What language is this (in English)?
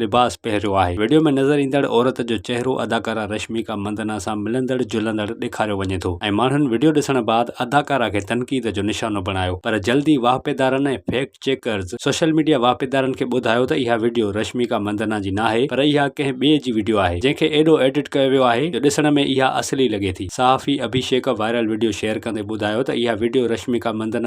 Sindhi